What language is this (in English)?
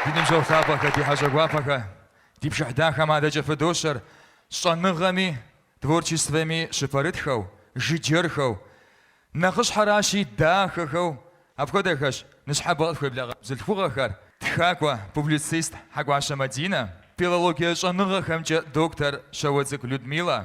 Kabardian